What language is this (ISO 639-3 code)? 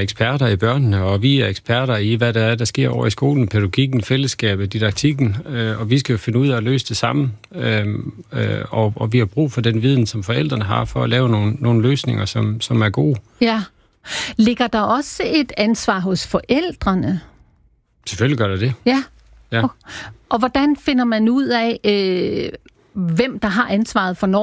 dan